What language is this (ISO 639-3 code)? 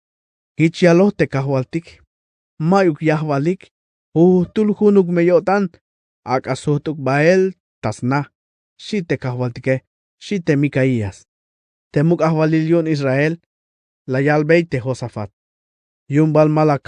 tzh